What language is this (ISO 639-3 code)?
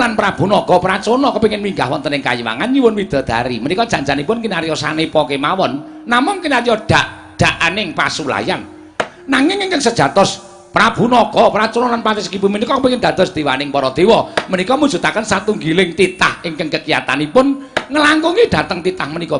jav